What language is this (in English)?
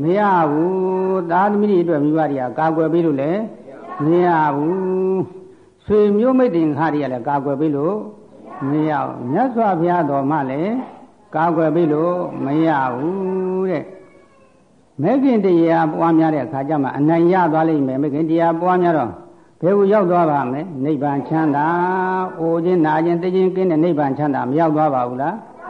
Burmese